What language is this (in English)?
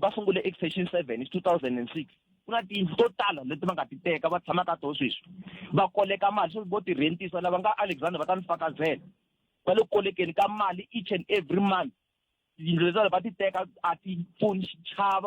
Tsonga